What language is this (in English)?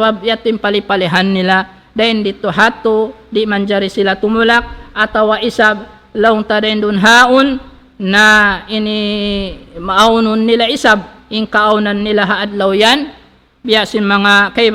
Tausug